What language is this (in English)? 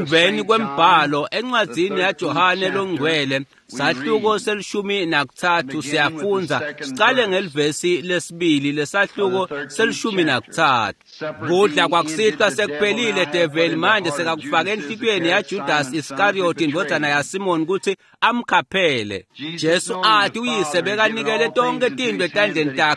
Swati